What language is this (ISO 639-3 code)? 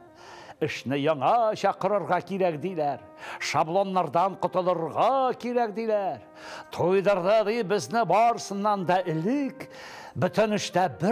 tat